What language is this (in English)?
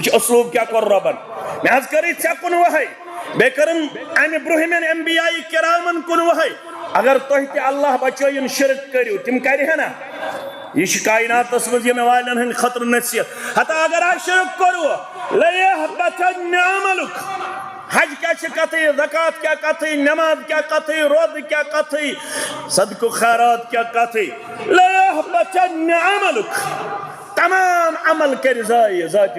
Kashmiri